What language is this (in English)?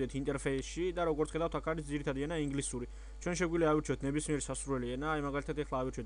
Georgian